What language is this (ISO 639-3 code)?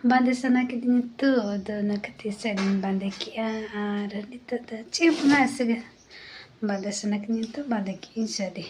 sat